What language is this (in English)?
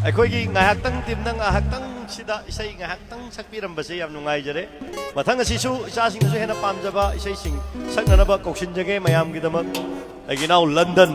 Manipuri